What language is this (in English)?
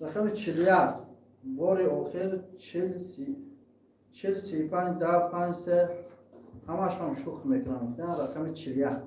Tajik